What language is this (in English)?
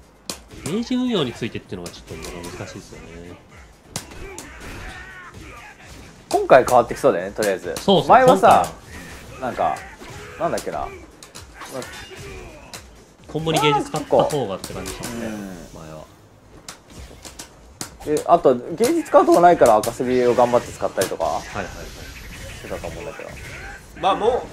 Japanese